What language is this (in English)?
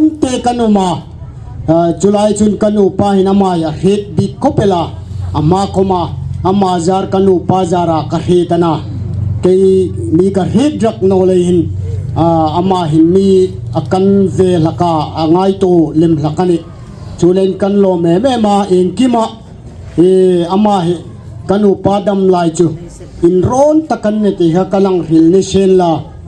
Hmar